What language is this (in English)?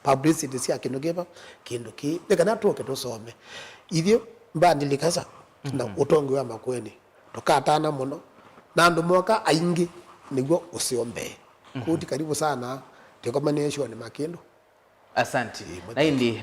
Kamba